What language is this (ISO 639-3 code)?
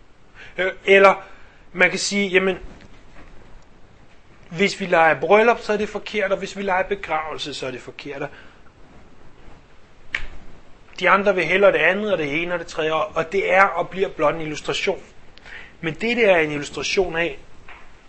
dan